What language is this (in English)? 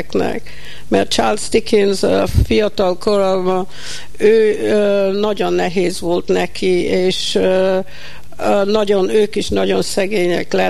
Hungarian